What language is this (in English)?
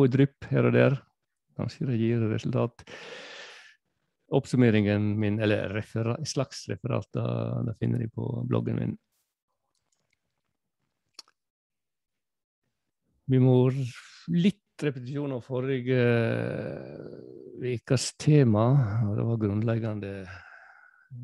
Norwegian